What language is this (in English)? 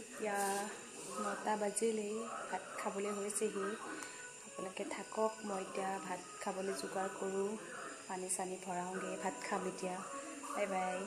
Assamese